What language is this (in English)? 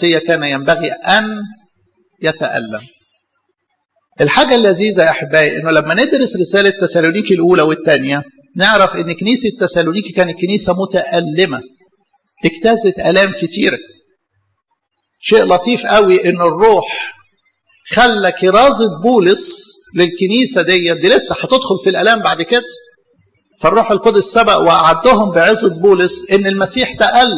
Egyptian Arabic